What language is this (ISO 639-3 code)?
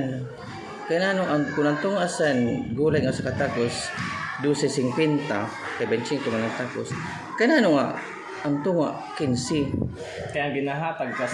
war